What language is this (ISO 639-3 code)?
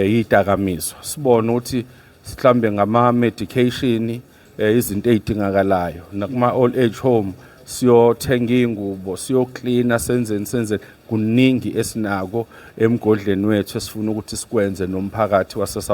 zul